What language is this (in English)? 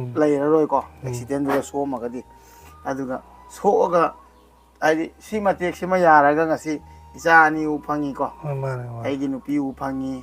Manipuri